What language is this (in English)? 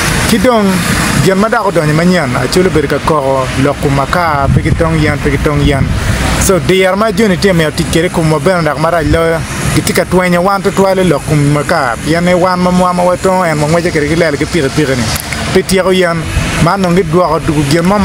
Acoli